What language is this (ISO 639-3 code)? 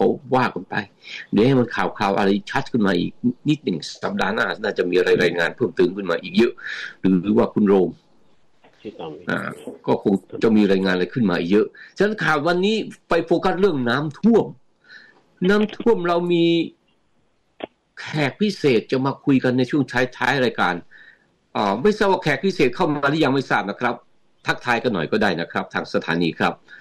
tha